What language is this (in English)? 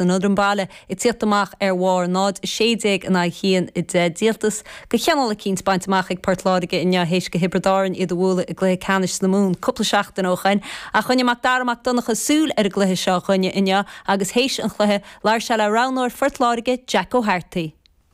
Irish